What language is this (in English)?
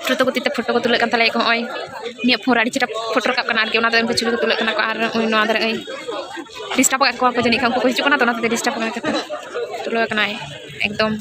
Santali